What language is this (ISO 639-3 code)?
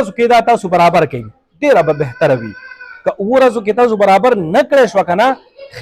pus